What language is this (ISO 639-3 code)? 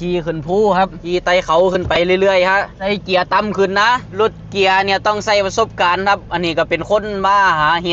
lao